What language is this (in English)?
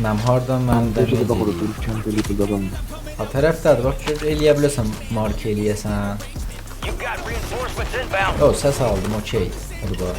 South Azerbaijani